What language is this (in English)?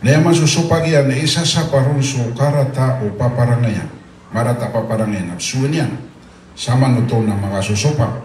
Maranao